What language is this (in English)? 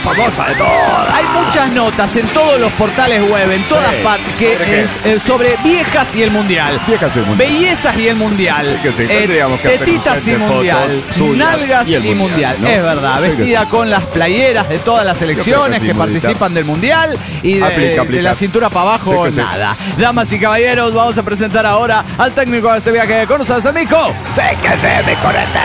Spanish